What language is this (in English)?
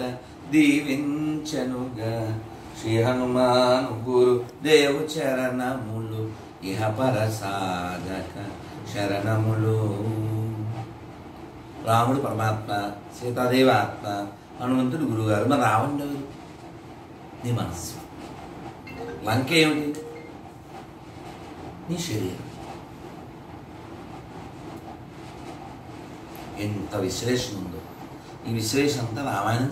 Telugu